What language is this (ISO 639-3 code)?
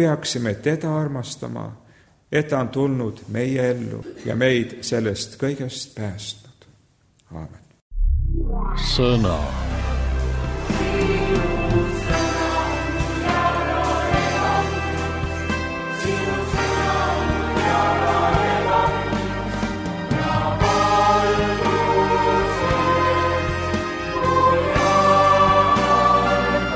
est